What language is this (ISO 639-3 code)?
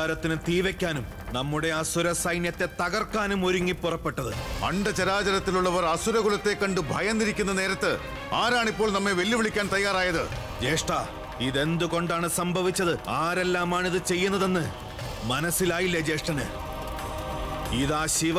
mal